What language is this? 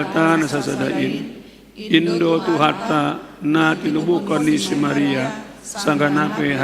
Batak Simalungun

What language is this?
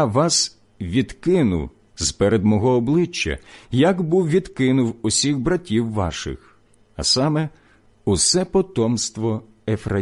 Ukrainian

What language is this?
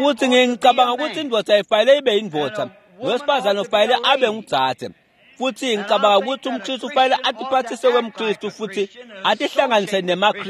Swati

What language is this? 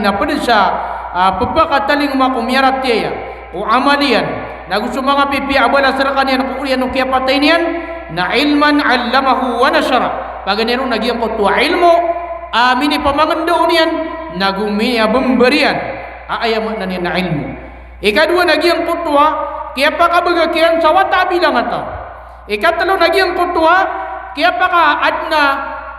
Maranao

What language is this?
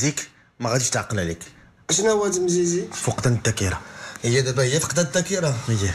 Moroccan Arabic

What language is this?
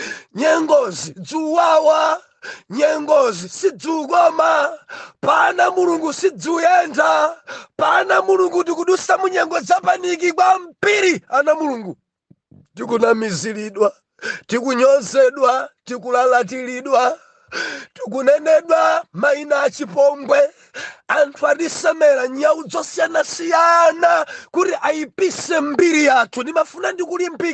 Nyanja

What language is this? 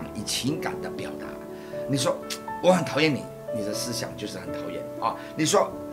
Chinese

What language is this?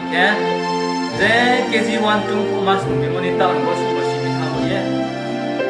Riang (India)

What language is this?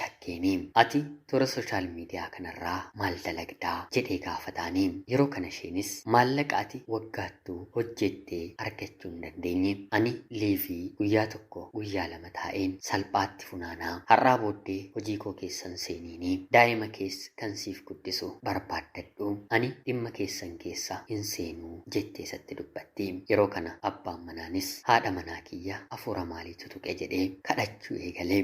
Oromo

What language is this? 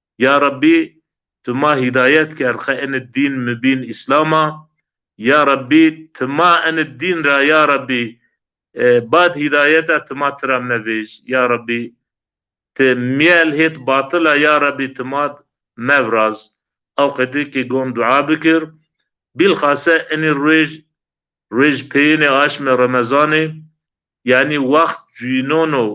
Zaza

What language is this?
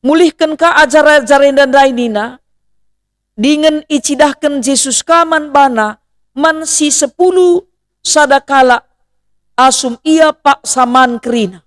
Batak Karo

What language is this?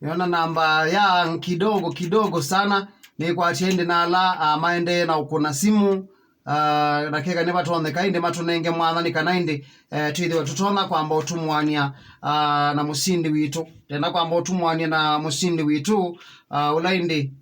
Kamba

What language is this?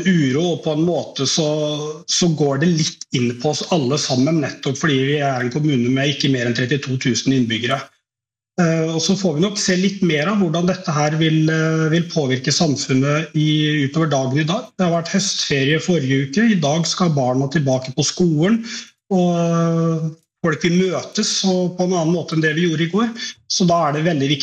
Norwegian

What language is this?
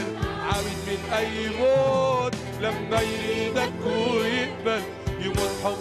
Egyptian Arabic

